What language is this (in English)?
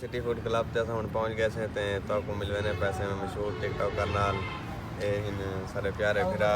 Saraiki